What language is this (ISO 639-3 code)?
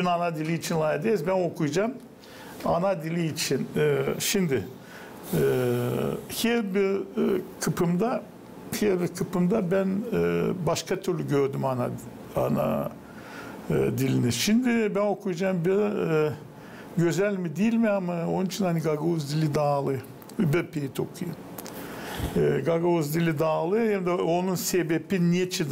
gag